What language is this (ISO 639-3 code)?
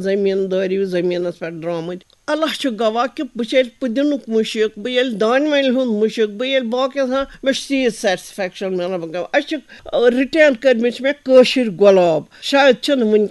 kas